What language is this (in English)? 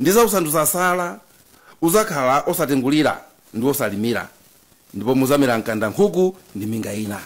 Nyanja